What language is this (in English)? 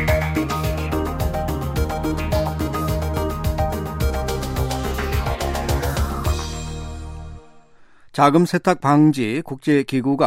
Korean